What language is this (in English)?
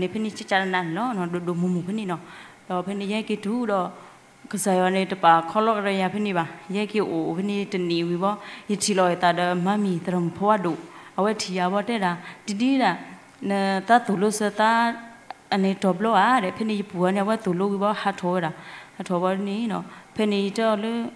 S'gaw Karen